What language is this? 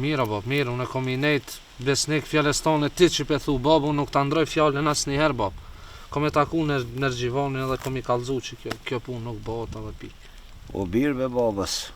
Albanian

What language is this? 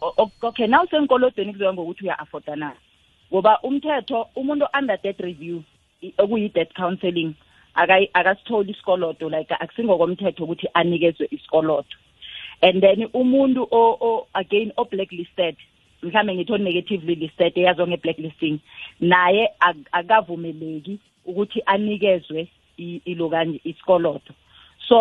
South Ndebele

